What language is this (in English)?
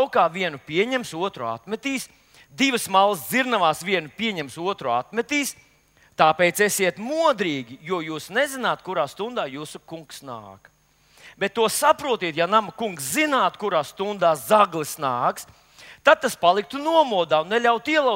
Latvian